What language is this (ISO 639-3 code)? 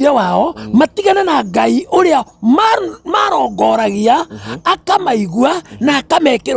kik